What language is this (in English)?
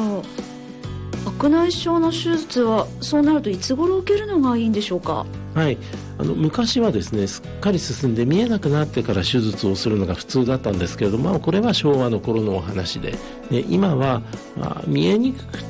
Japanese